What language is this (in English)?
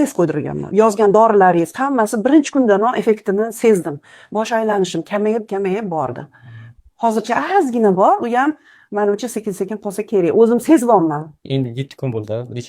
Uzbek